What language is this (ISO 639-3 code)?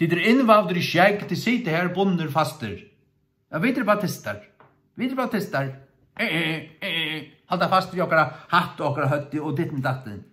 fao